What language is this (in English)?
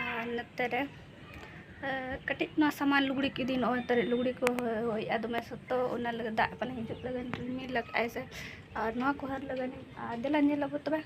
Santali